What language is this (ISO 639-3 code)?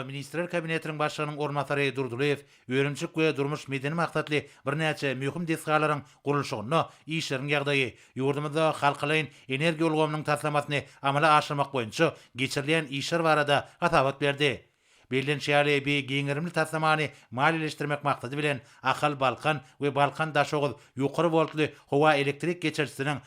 tuk